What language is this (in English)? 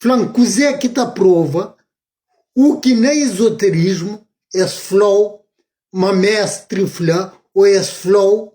Kabuverdianu